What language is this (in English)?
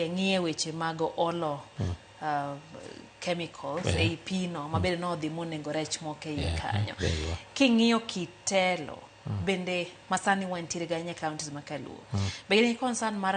Luo (Kenya and Tanzania)